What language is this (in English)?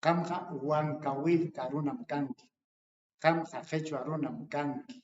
Ayacucho Quechua